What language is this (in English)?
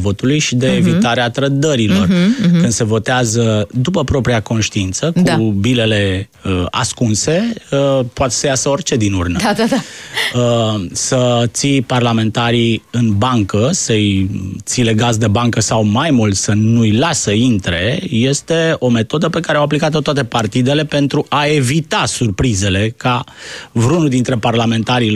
Romanian